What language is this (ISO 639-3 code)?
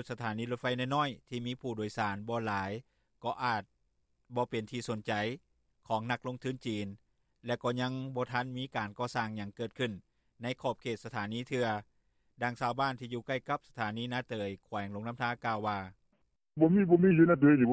lao